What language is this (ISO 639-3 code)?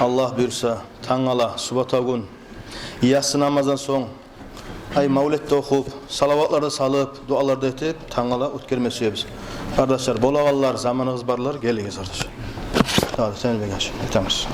kum